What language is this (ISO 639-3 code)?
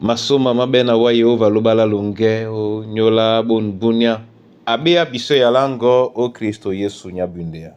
dua